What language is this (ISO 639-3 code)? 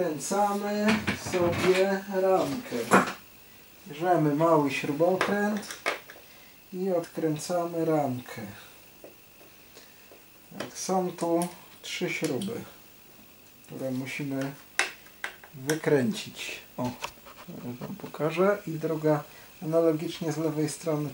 pol